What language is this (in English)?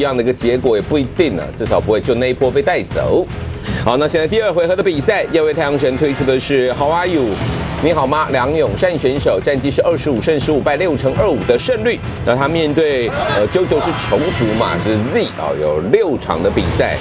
Chinese